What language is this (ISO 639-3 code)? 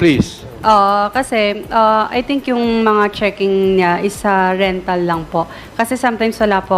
fil